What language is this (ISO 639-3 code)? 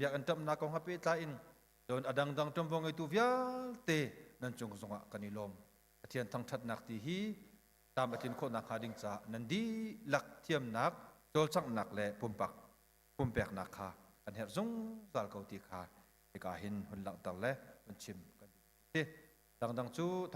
cnh